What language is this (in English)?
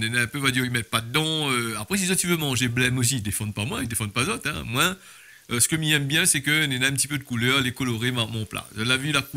Réunion Creole French